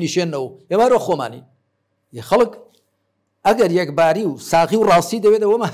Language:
Central Kurdish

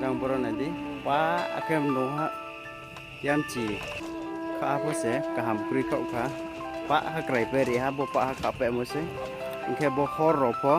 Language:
Riang (India)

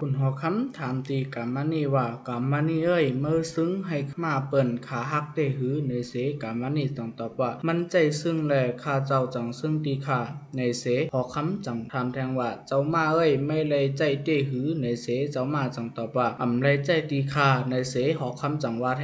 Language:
Shan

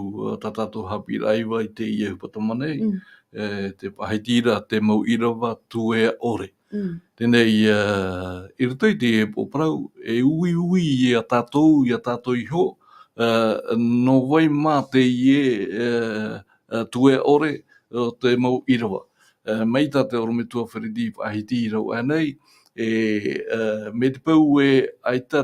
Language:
Tahitian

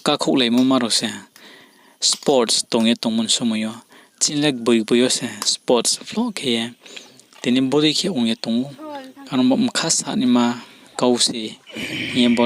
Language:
Riang (India)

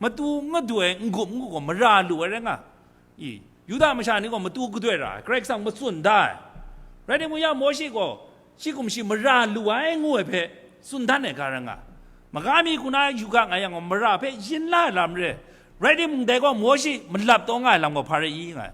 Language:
Kachin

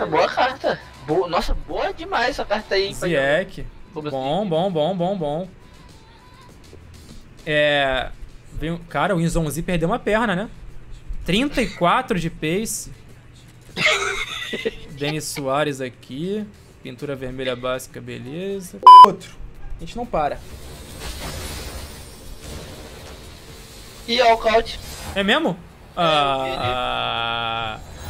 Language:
Portuguese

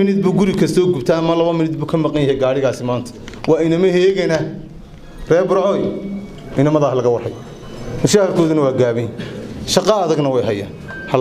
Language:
Somali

